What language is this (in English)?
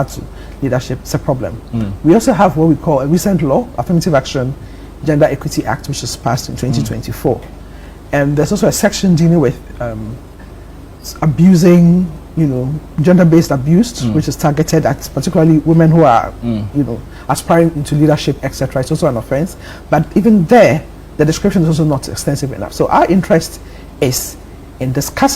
Ewe